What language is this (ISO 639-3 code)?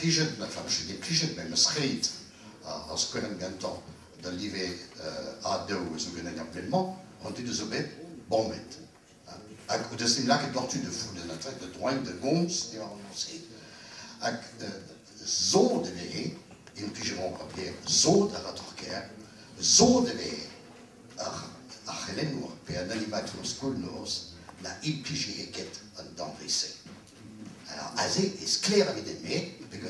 bre